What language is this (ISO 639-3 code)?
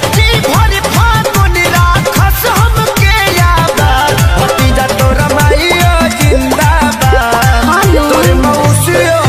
bho